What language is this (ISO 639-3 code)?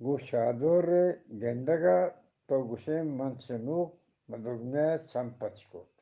bgp